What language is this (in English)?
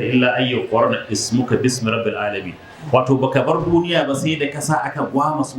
Hausa